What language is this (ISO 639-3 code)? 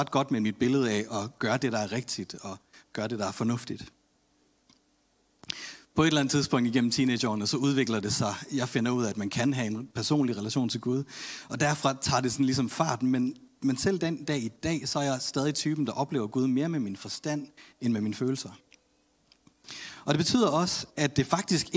dan